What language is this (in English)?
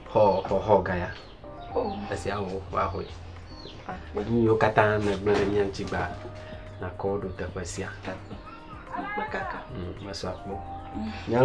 Ewe